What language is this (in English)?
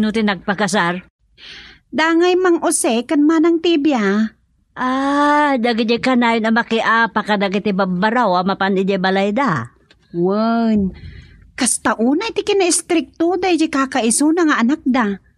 Iloko